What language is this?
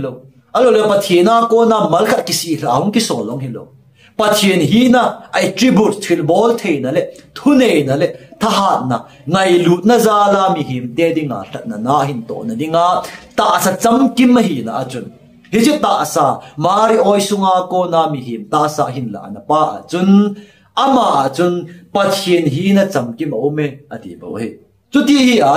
Thado Chin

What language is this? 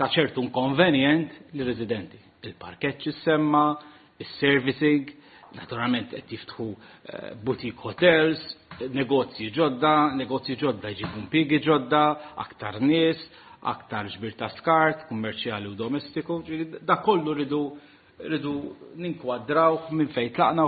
Maltese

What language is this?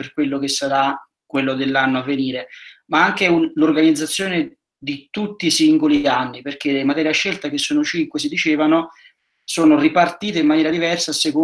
Italian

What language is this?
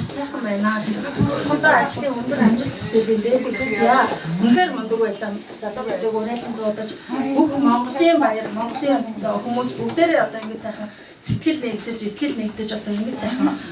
Mongolian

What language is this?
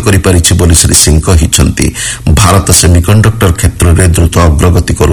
Odia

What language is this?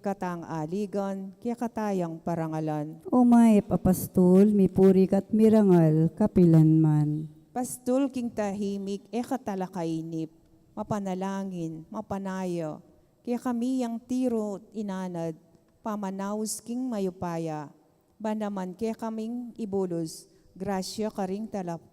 Pampanga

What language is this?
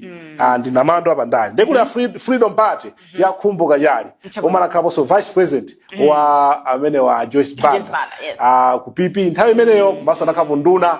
Nyanja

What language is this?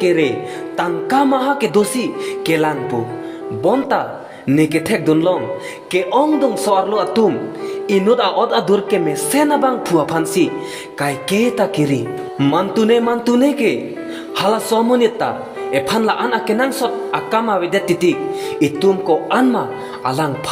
Karbi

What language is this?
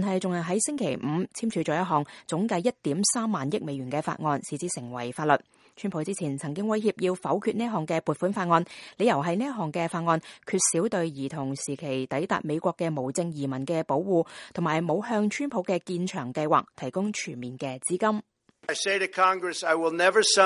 Cantonese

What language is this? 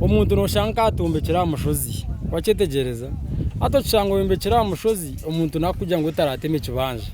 Nyankole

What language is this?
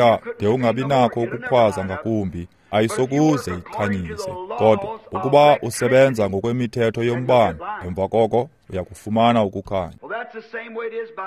Xhosa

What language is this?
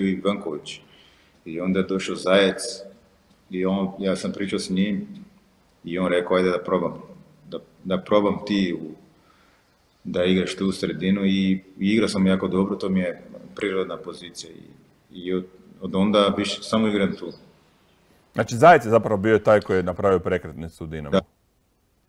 Croatian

